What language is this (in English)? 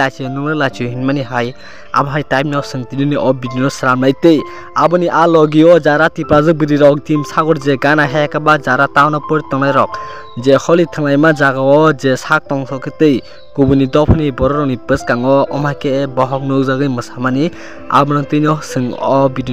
Kok Borok